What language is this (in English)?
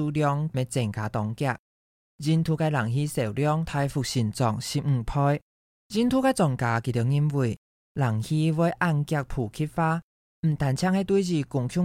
Hakka Chinese